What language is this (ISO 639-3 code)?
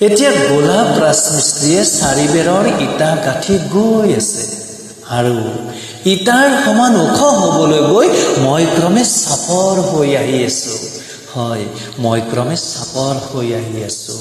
asm